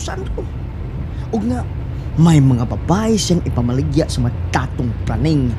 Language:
Cebuano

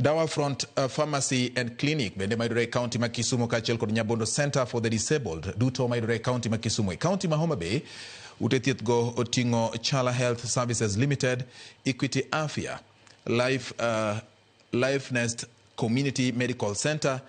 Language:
Luo (Kenya and Tanzania)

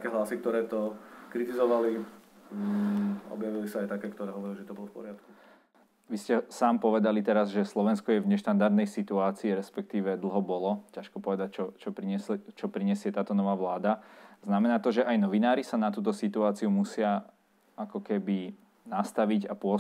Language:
Slovak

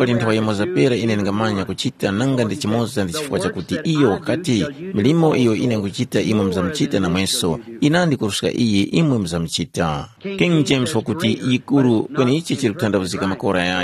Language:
Tumbuka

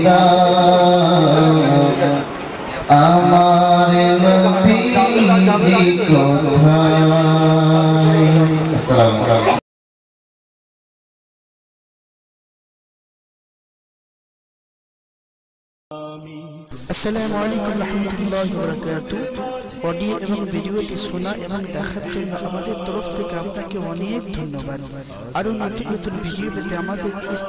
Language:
Bangla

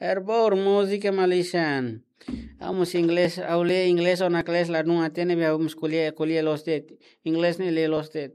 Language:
Tetum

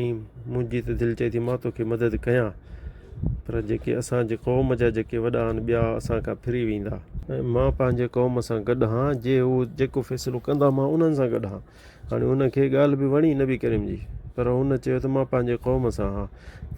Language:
Sindhi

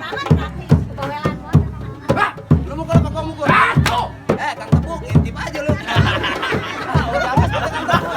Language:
Betawi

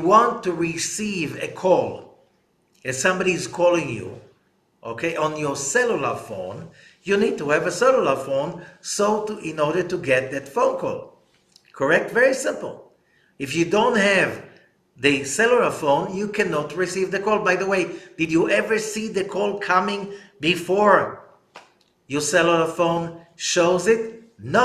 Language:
English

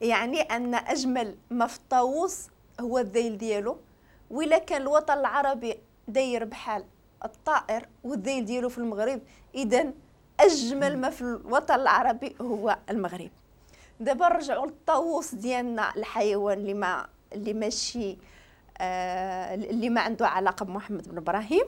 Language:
Moroccan Arabic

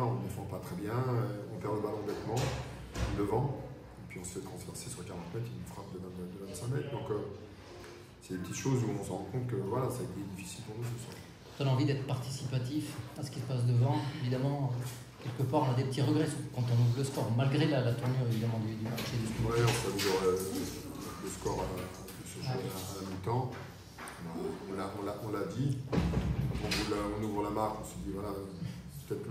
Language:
French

